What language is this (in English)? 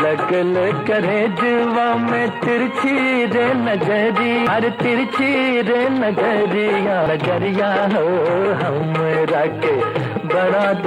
Magahi